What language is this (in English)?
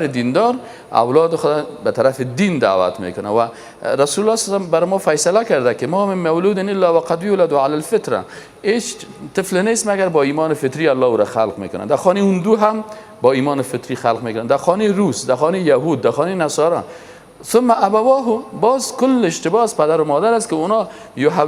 Persian